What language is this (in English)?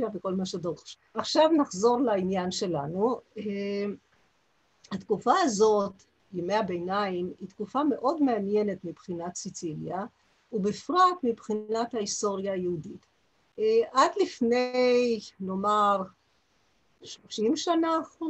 Hebrew